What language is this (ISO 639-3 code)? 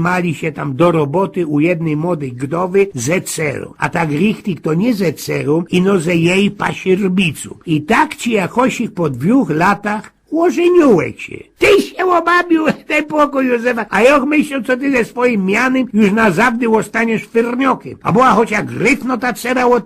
szl